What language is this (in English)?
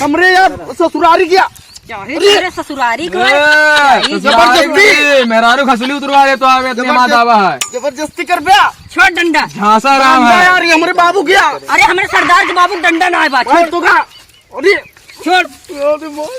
Awadhi